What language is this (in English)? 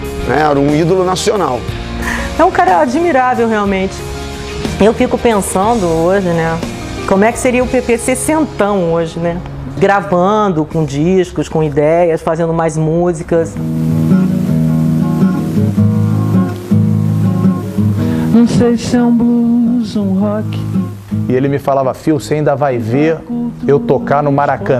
Portuguese